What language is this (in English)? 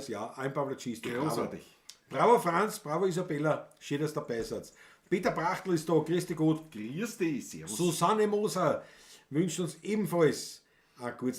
Bavarian